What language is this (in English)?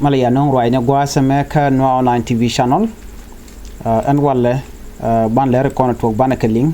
Nuer